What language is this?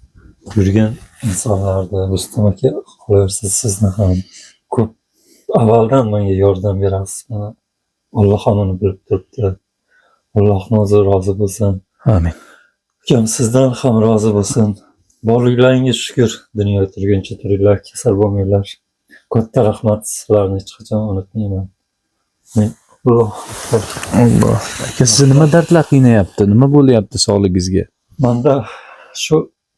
Uzbek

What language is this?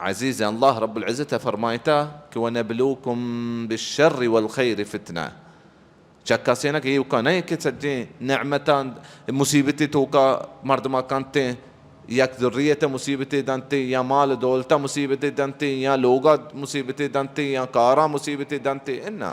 Baluchi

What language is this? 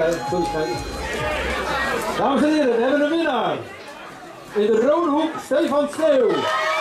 Dutch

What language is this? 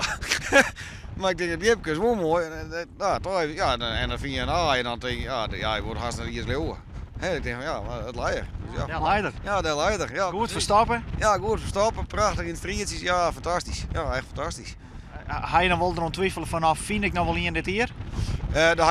Western Frisian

